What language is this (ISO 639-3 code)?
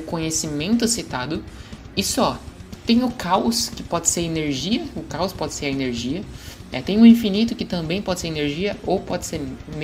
por